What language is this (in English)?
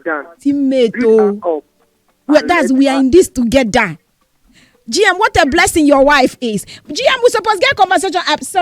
Nigerian Pidgin